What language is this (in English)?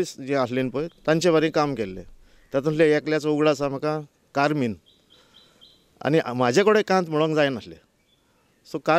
Konkani